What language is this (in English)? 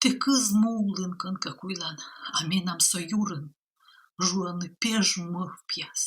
Komi